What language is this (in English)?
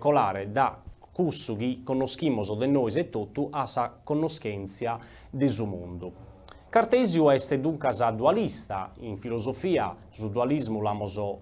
Sardinian